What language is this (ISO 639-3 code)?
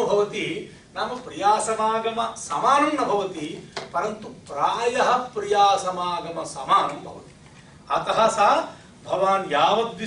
san